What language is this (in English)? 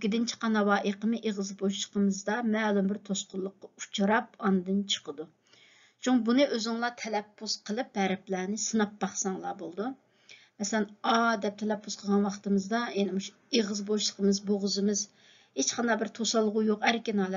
Uyghur